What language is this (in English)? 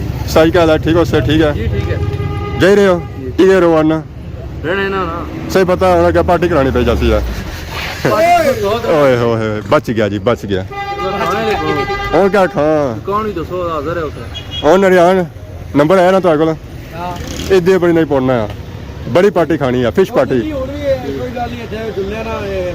Pahari-Potwari